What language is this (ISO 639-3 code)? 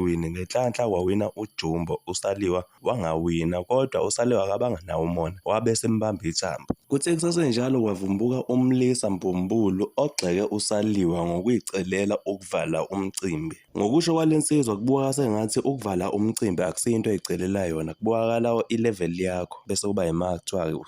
zul